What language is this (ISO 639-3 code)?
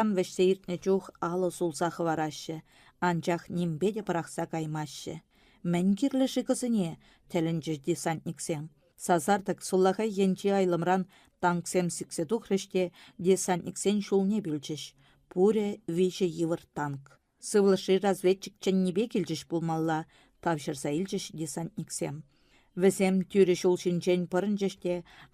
chv